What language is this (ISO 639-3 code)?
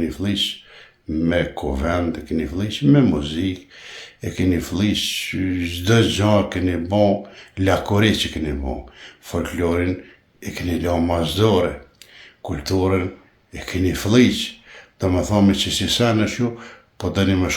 sqi